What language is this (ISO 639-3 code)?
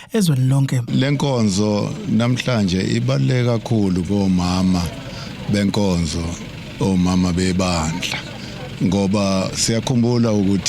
zul